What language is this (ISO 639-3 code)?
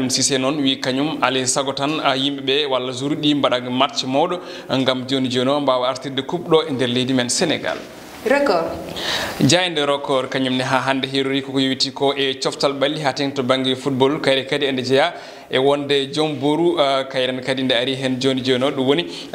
ful